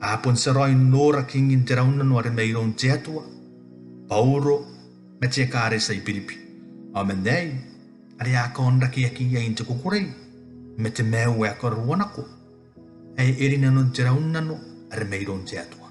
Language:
Gilbertese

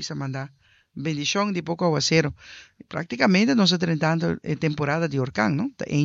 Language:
Papiamento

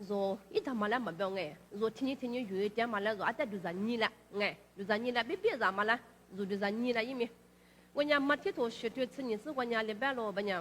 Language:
Lisu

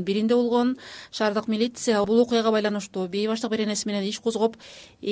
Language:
Kyrgyz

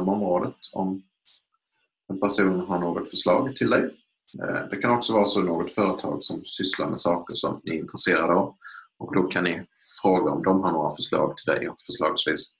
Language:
Swedish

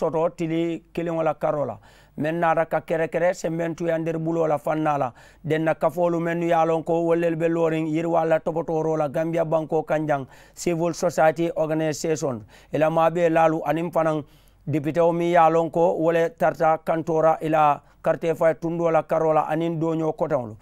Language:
Mandingo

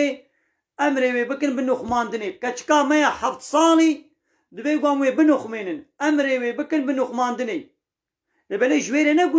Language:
Kurdish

